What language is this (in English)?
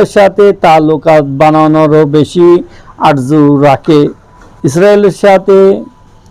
Rohingya